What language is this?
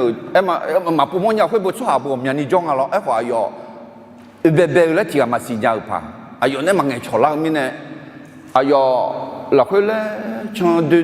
Akha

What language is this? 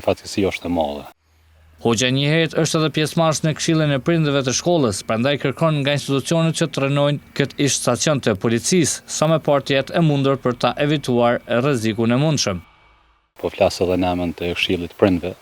Albanian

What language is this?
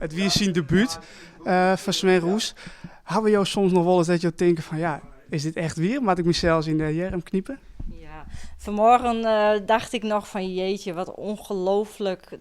Western Frisian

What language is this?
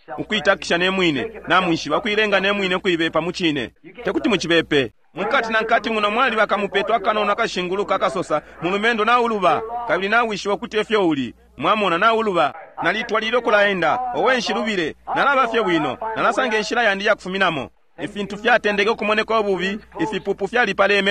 Bemba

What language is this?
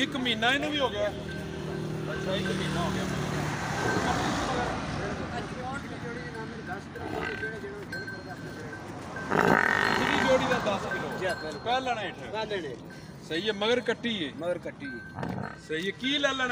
Punjabi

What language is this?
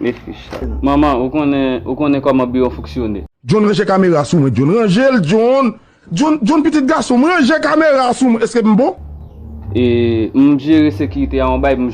Haitian Creole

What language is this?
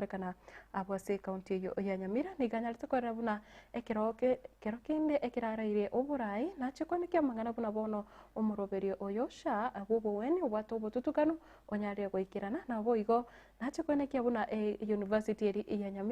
Gusii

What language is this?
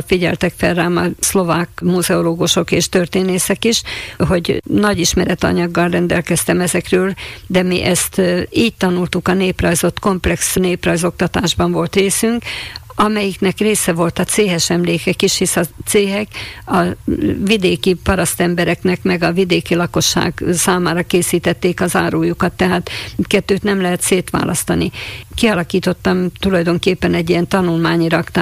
Hungarian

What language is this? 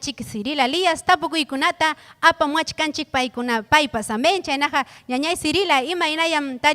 Ayacucho Quechua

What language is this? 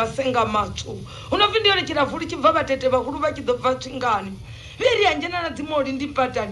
Venda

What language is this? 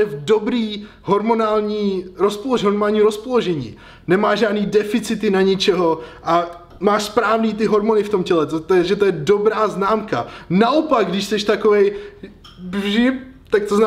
Czech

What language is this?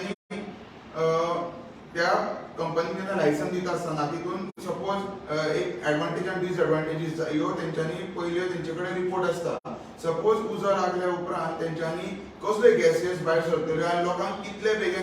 Konkani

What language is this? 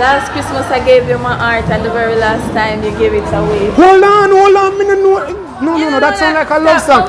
Jamaican Creole English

